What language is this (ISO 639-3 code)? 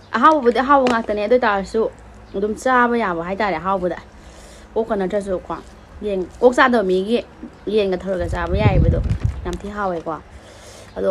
mni